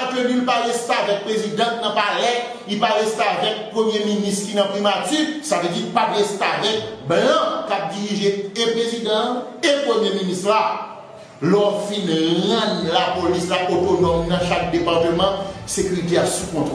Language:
Haitian Creole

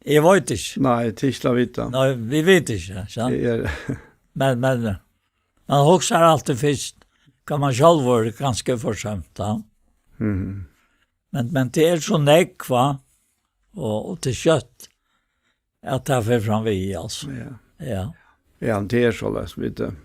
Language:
Faroese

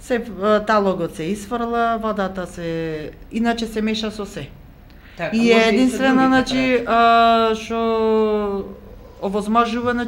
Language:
Macedonian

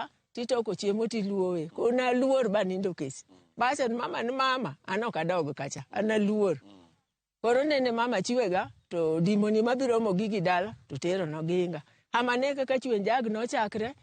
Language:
Luo (Kenya and Tanzania)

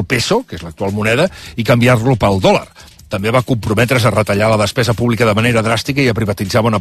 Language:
Catalan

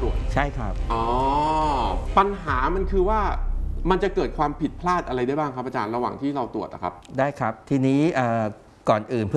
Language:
Thai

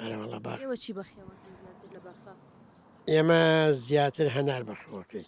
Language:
Central Kurdish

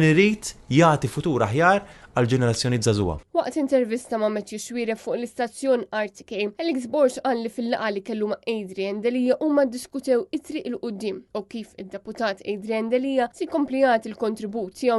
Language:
Maltese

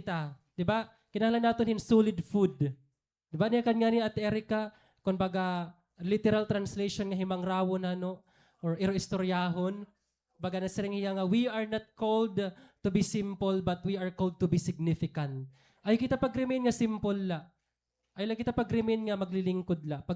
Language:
Waray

